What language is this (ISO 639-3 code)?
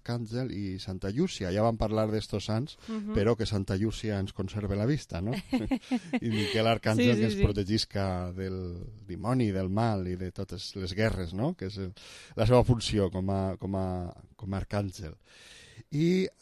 cat